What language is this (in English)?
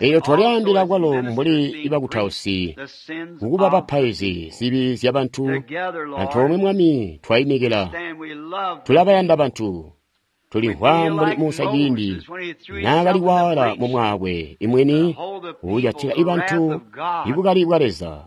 Tonga (Zambia)